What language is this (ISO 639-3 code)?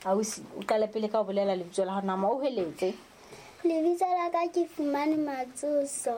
sot